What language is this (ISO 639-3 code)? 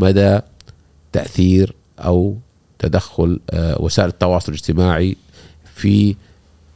afb